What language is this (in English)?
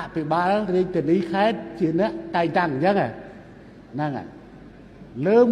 Khmer